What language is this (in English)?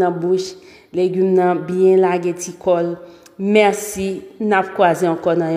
Haitian Creole